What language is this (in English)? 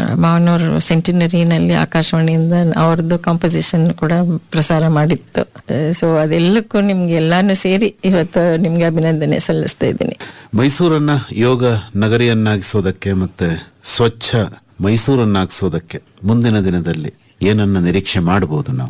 Kannada